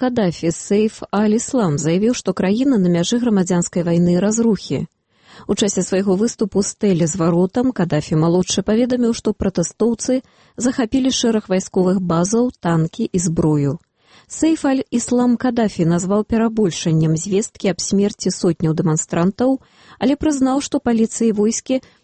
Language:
Belarusian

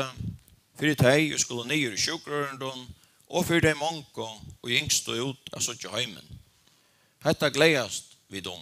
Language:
Faroese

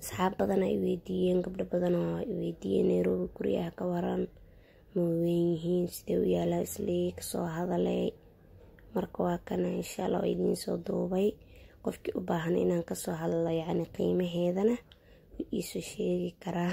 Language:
Somali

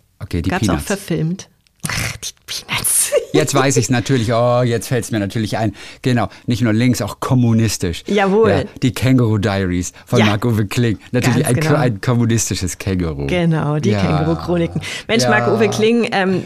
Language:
German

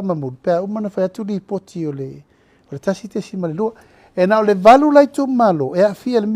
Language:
Samoan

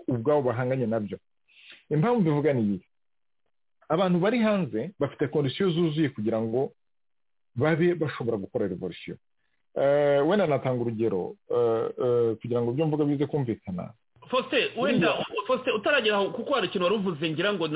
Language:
Kinyarwanda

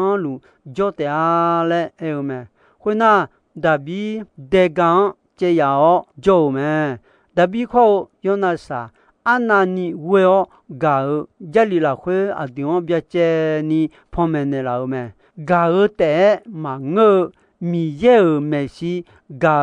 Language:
Akha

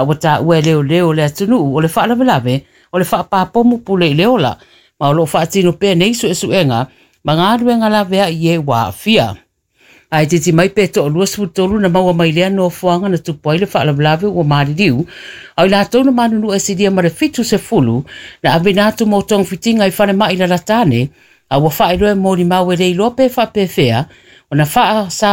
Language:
Samoan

